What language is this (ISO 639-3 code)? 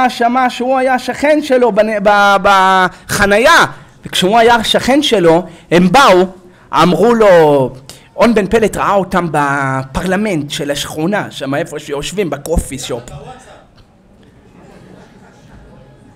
heb